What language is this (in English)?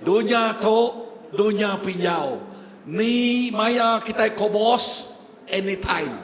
Iban